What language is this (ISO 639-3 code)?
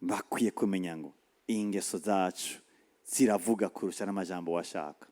run